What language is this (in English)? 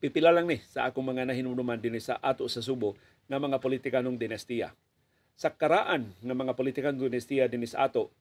Cebuano